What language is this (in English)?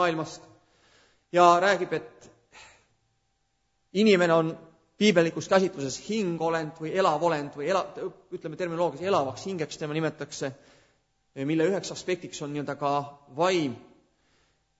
Estonian